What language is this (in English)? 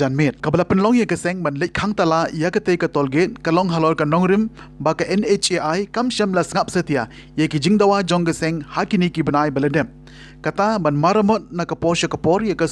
Khasi